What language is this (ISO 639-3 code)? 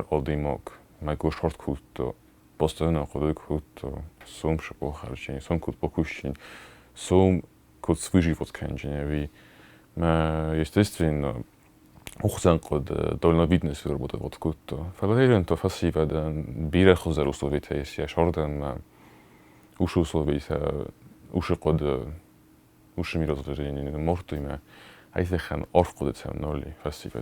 oss